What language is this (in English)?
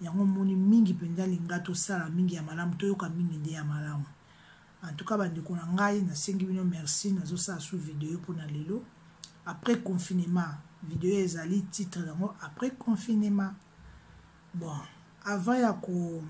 Lingala